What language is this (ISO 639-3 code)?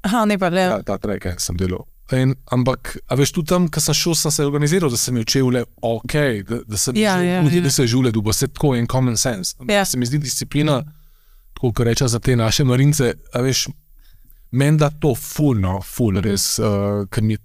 slv